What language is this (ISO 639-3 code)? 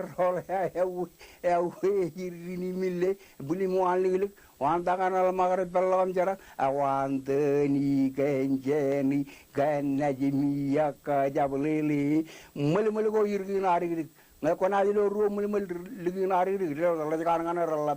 mah